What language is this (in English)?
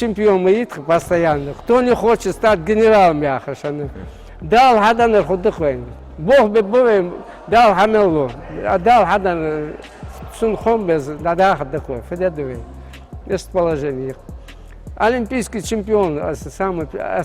Ingush